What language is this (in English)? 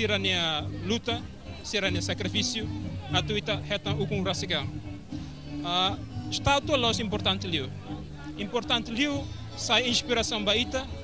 Tetum